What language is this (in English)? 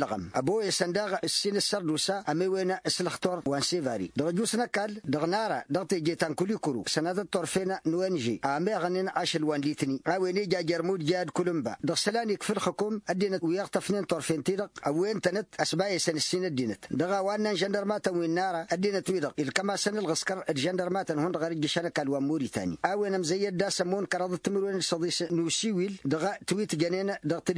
Tamasheq